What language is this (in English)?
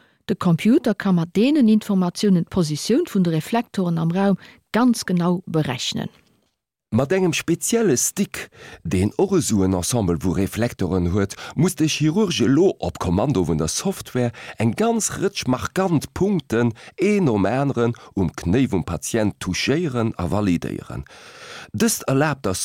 Luxembourgish